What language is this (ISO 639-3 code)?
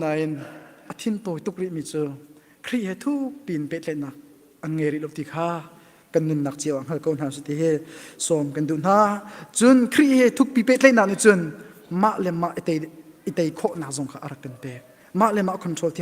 cnh